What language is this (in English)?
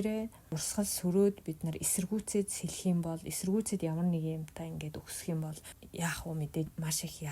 Mongolian